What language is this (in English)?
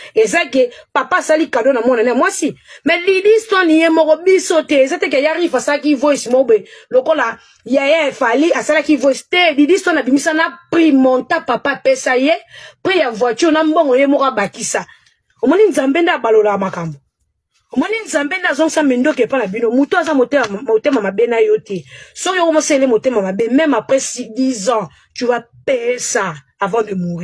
Lingala